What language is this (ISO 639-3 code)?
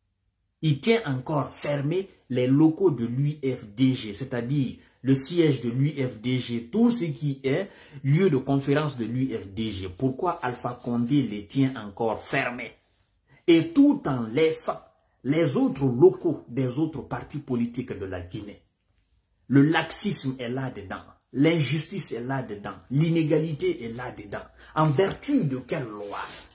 fra